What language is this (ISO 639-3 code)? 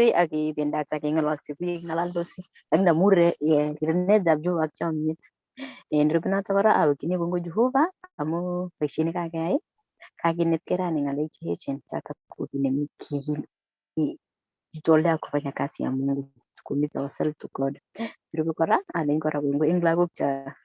kln